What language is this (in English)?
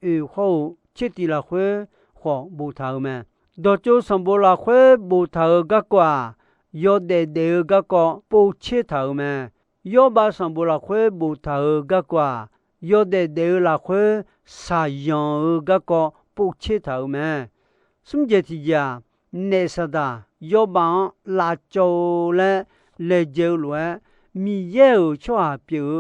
Akha